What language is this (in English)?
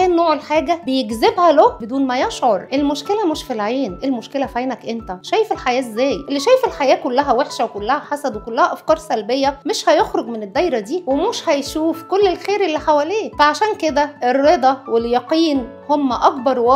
Egyptian Arabic